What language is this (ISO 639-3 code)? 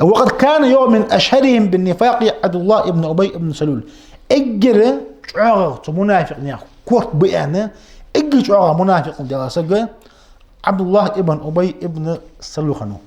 inh